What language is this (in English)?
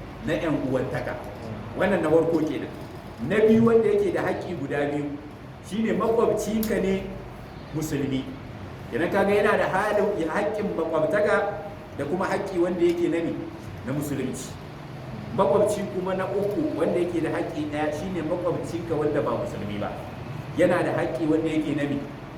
Hausa